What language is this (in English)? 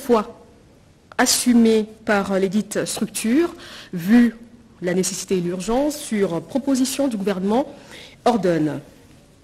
French